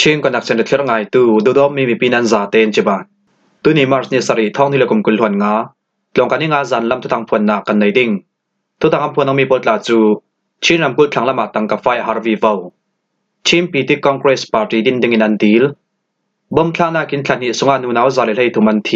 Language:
Falam Chin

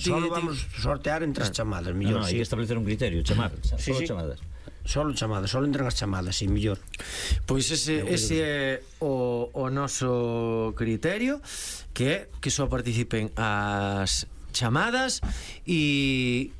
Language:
Galician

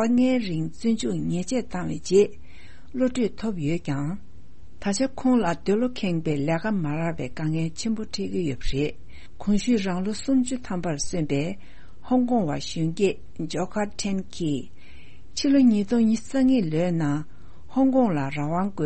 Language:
Tibetan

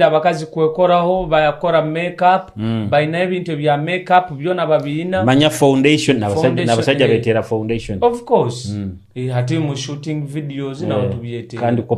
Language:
Nyoro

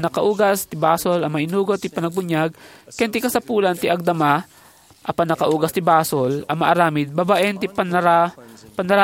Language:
Iloko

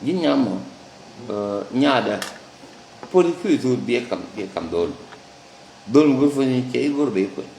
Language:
Nuer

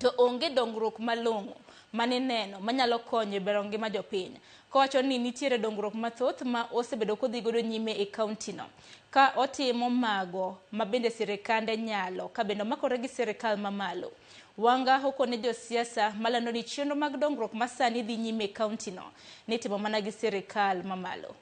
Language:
Luo (Kenya and Tanzania)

